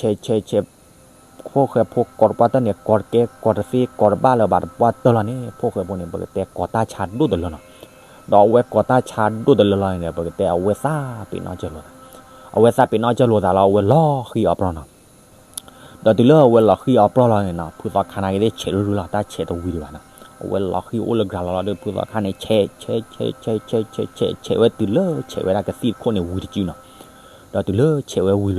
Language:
S'gaw Karen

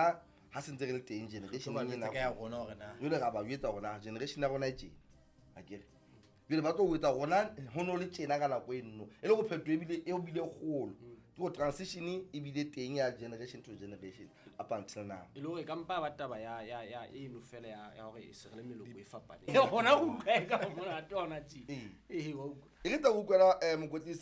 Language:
Southern Sotho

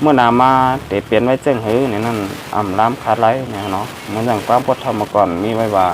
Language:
Shan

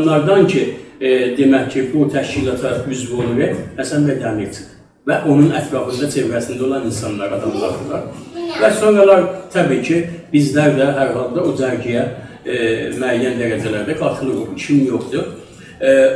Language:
South Azerbaijani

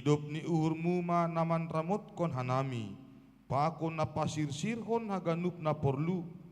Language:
Batak Simalungun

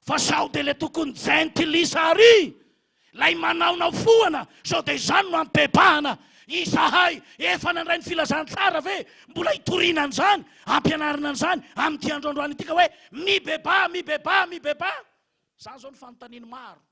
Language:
Malagasy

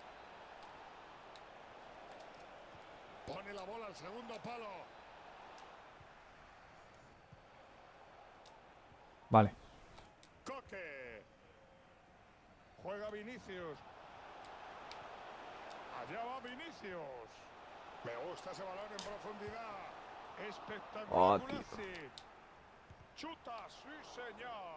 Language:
Spanish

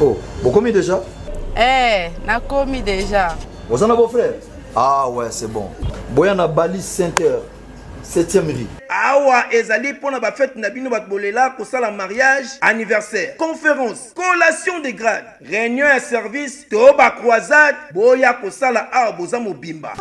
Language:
Lingala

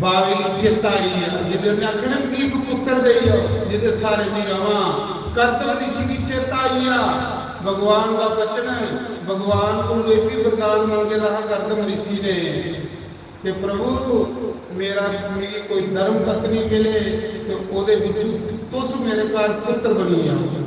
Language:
Dogri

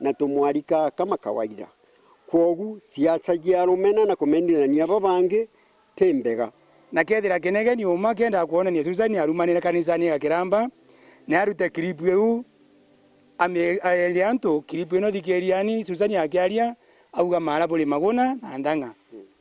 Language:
Meru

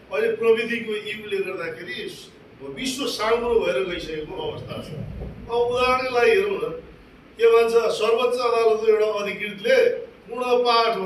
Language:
Nepali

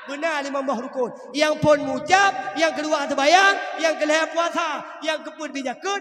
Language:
Achinese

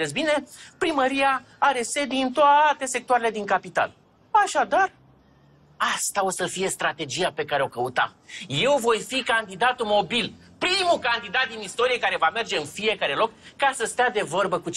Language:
Romanian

